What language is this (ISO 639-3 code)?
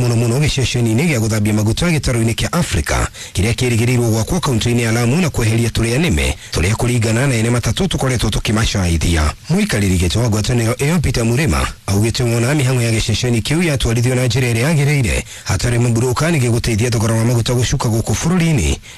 kik